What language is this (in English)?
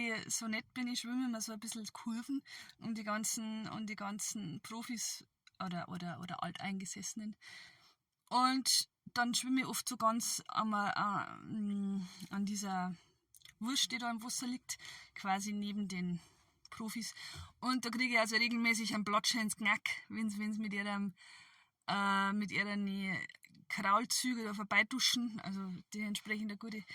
Bavarian